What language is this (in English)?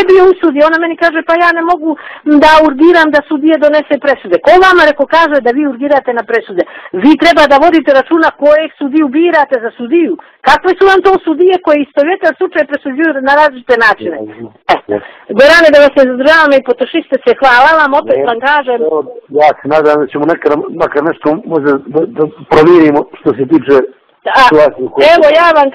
Bosnian